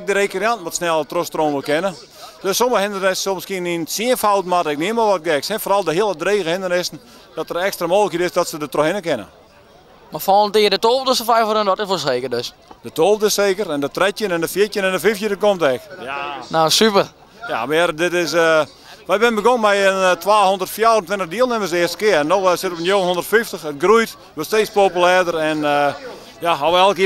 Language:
Western Frisian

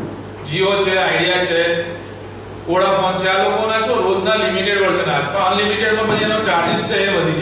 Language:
Gujarati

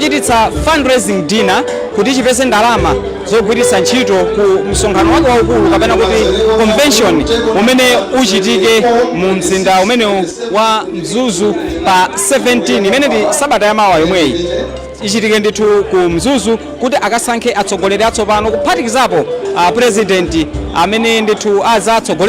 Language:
Nyanja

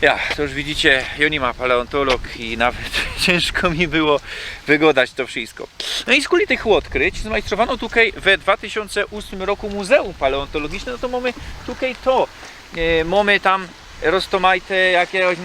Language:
Silesian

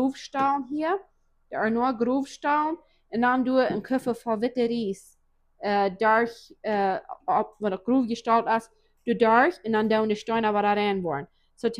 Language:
Plautdietsch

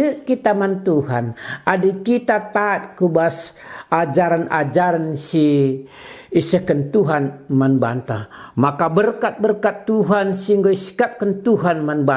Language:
Batak Karo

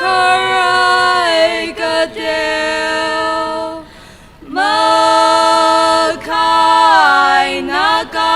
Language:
Tangkhul Naga (India)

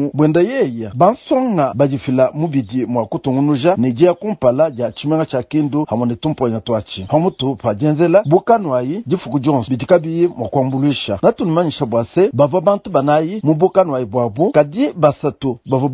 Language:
Luba-Lulua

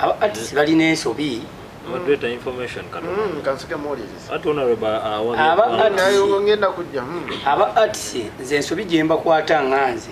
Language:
Ganda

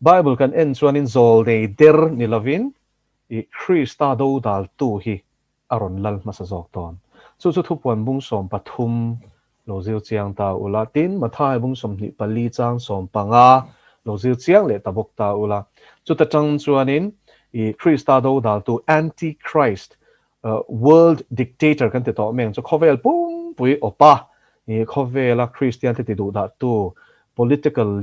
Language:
Mizo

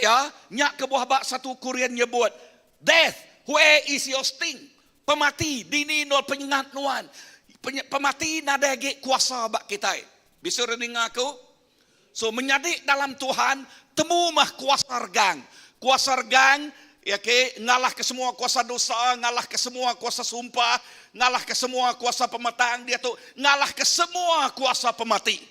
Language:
Iban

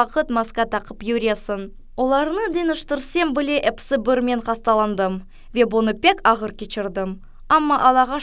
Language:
Crimean Tatar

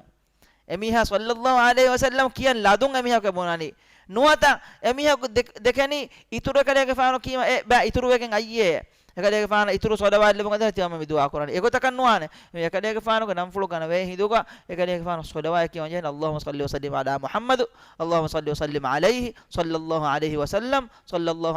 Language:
Divehi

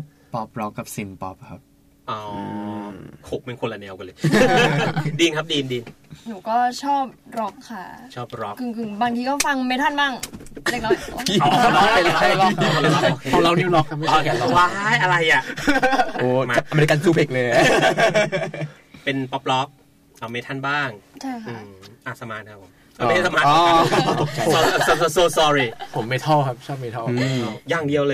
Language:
Thai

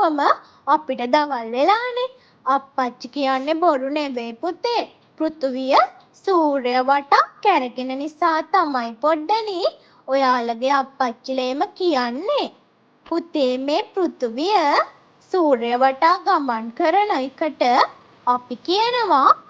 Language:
Sinhala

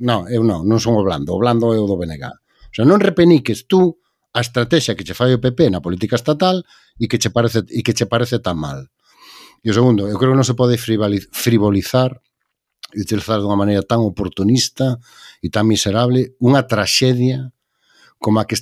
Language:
Galician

